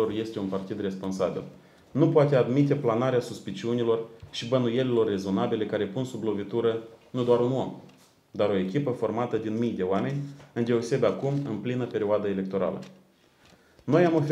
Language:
Romanian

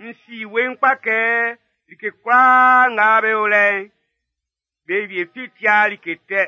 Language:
Baoulé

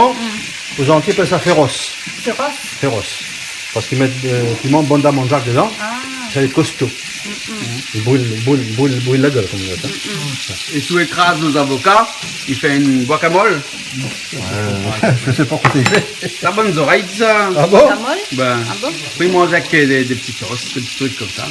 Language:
Réunion Creole French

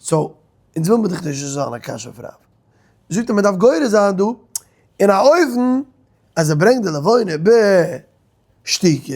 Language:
Yiddish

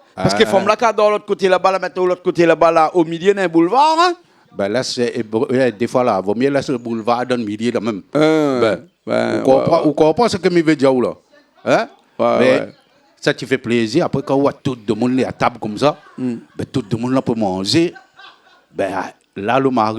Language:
Réunion Creole French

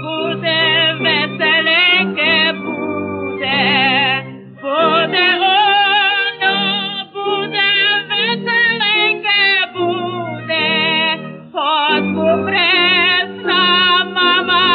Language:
Rusyn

